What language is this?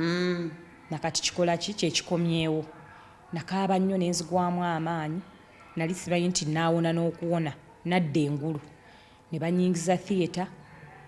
Ganda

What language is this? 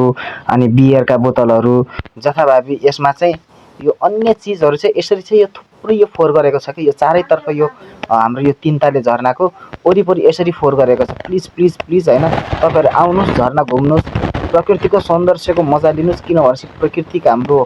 Nepali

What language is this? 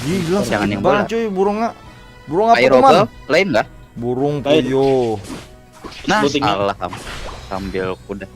Banjar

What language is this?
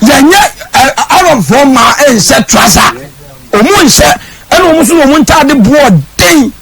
Akan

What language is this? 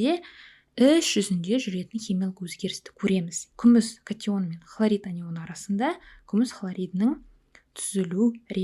Kazakh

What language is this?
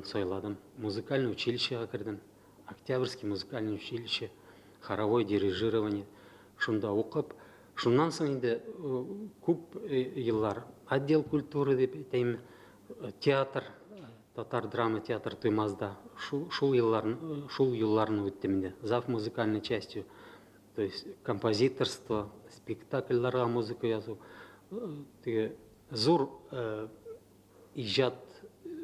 Tatar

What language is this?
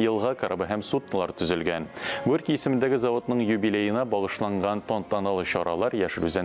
Tatar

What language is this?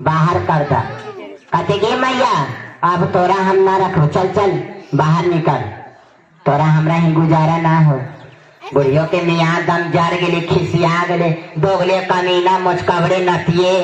Magahi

